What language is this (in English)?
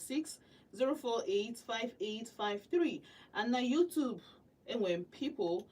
Igbo